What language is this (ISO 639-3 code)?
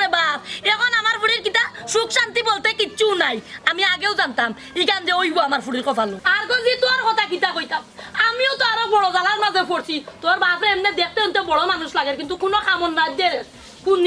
syl